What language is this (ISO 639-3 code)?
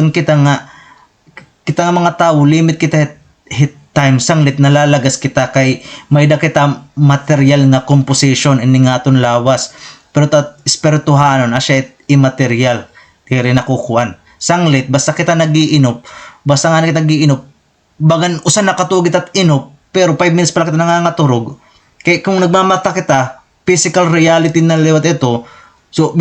war